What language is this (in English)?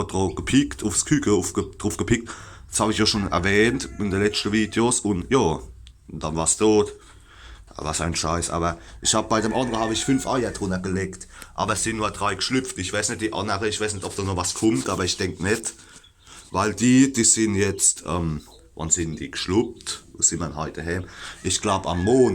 Palatine German